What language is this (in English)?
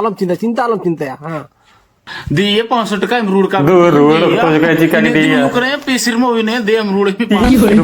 Santali